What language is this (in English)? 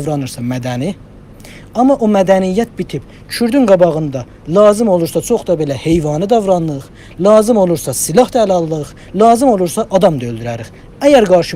South Azerbaijani